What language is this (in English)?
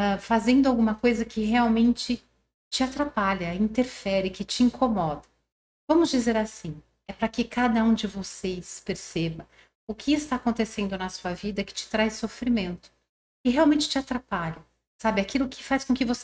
Portuguese